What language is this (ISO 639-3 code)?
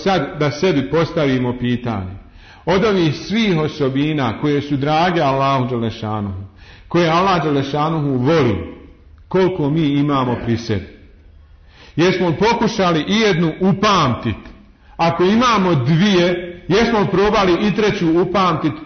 bos